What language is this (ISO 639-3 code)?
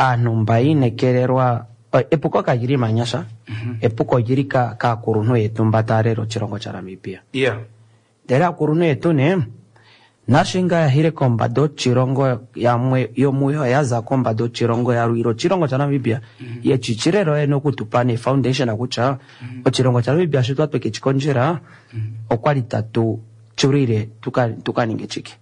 kua